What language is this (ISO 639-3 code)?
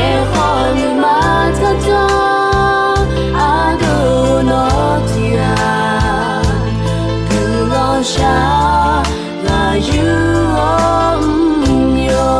ahk